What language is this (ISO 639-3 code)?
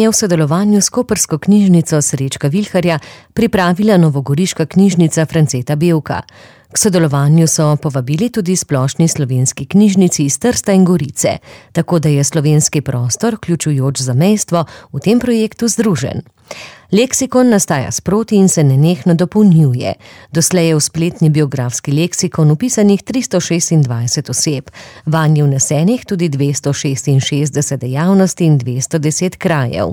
slv